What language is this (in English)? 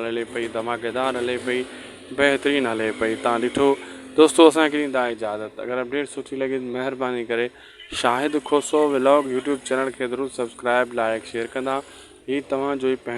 Sindhi